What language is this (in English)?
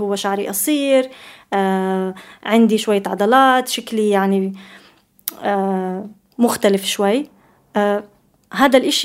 North Levantine Arabic